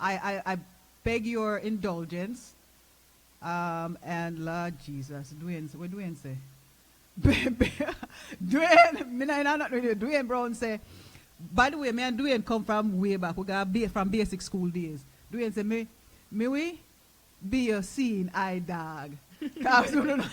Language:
Jamaican Creole English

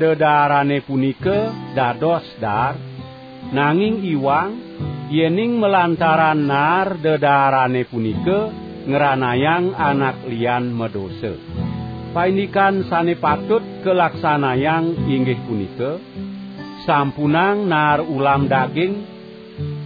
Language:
Balinese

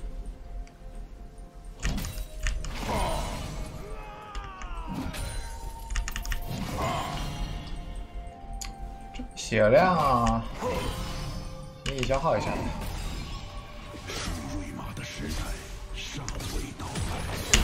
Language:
Chinese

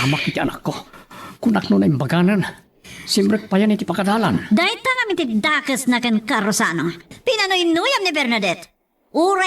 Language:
Iloko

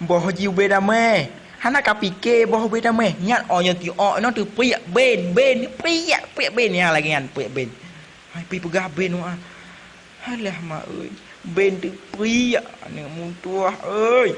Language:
Achinese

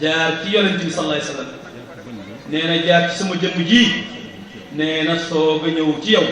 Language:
Wolof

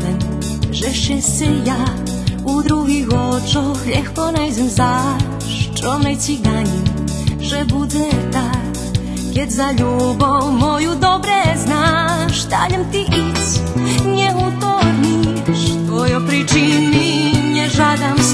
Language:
Rusyn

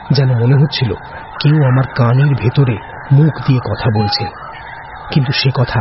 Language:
Bangla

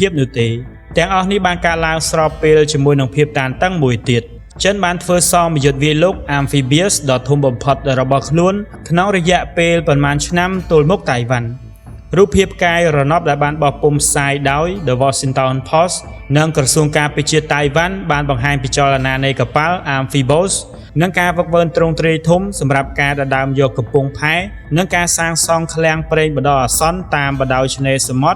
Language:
Khmer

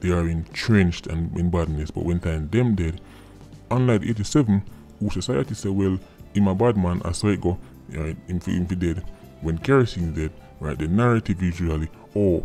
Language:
Jamaican Creole English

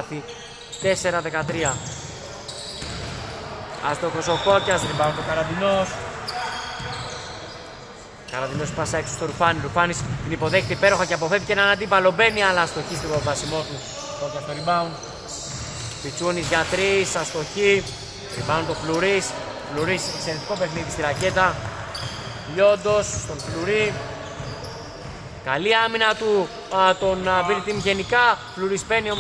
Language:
Greek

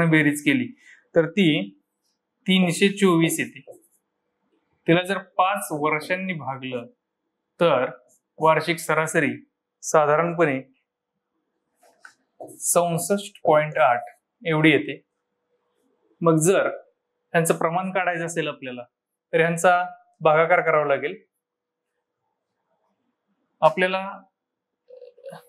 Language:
Marathi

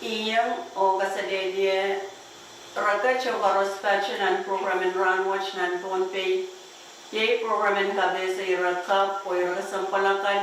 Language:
Pohnpeian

